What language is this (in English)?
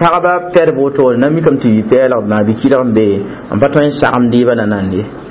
Mossi